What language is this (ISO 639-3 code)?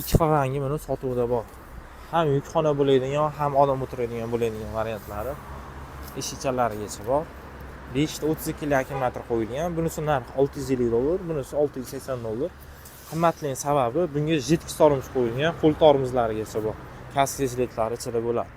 uzb